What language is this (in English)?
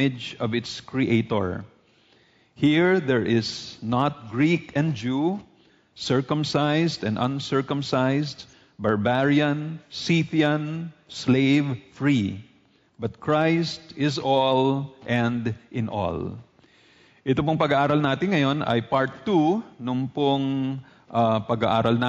Filipino